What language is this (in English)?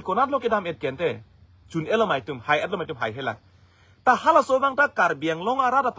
Karbi